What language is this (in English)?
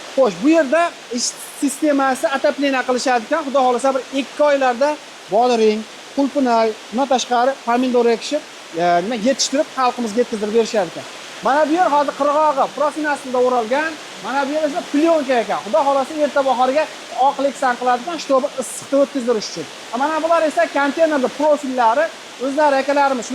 Uzbek